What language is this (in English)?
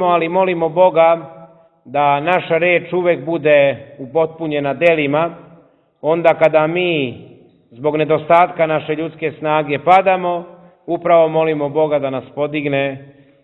Serbian